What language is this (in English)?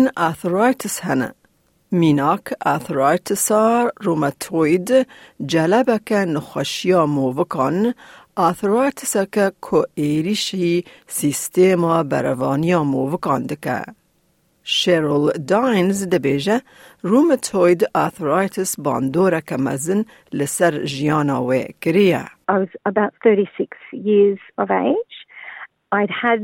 Kurdish